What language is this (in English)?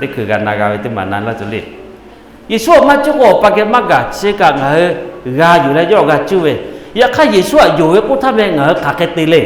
Lahu